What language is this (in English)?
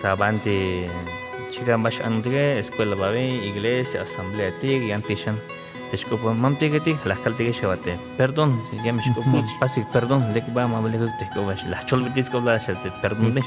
Tzeltal